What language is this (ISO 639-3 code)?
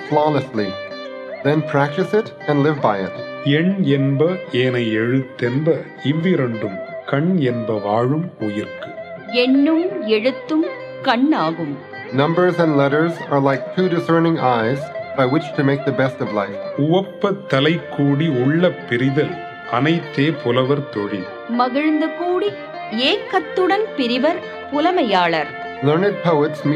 tam